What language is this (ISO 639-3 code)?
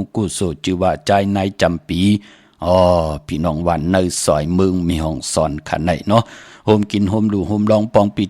shn